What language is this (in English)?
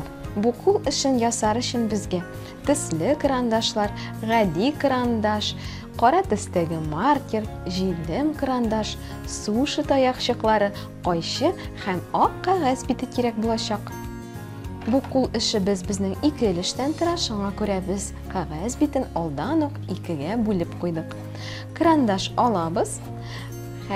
Tatar